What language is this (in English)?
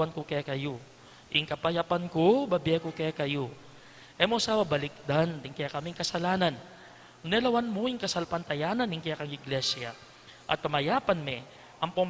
Pampanga